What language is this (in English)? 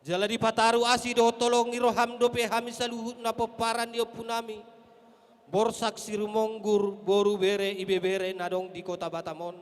Batak Toba